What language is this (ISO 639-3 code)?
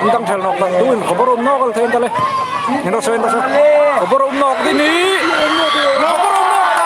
hmr